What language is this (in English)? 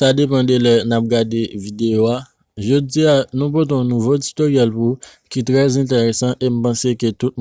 Haitian Creole